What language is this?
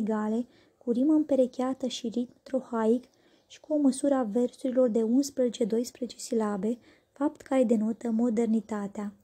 Romanian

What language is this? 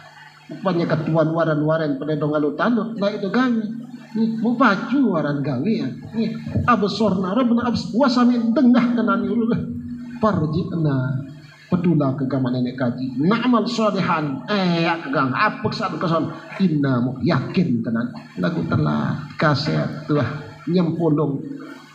Sasak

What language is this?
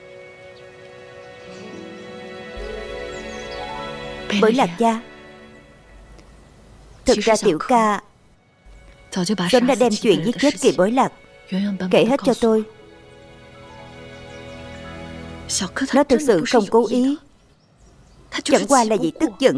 Vietnamese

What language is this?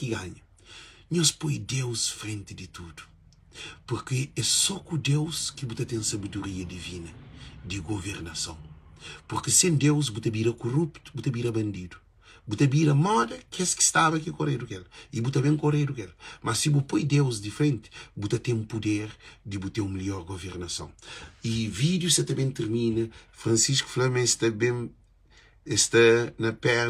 Kabuverdianu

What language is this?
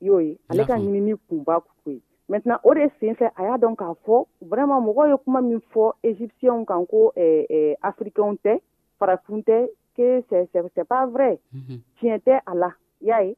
Dyula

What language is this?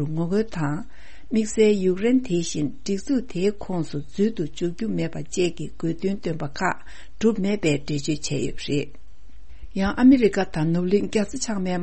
Tibetan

